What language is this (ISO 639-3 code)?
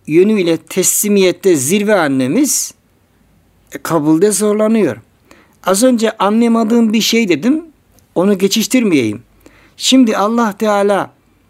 tur